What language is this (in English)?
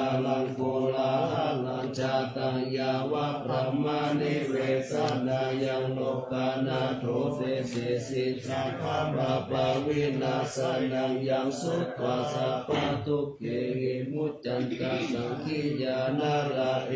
Pali